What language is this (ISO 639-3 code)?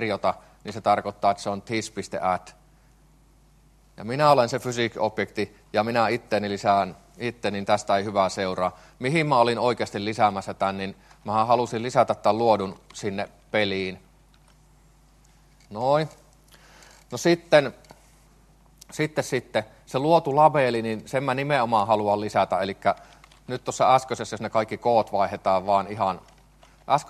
fin